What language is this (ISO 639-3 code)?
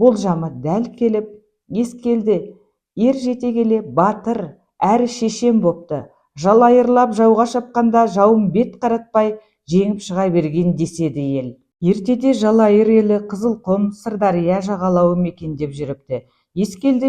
kaz